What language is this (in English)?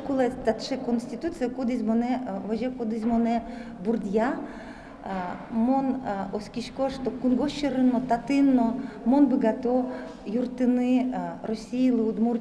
Udmurt